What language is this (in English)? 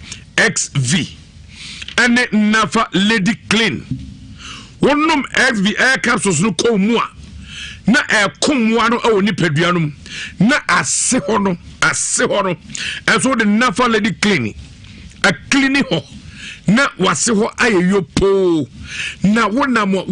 Akan